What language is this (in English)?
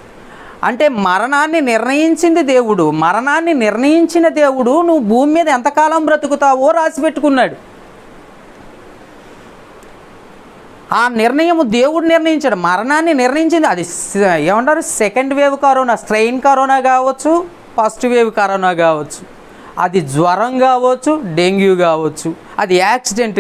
Telugu